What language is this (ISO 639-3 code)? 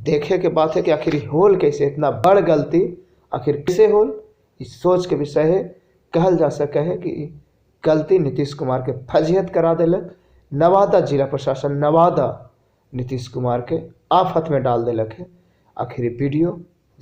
mag